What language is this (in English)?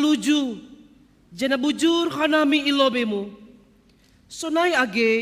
Batak Simalungun